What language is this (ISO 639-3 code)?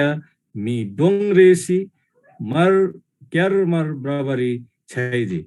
taj